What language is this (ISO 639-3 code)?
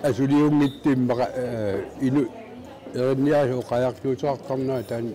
kal